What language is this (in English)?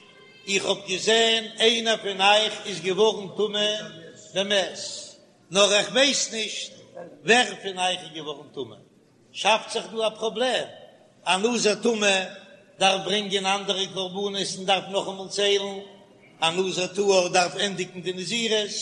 Yiddish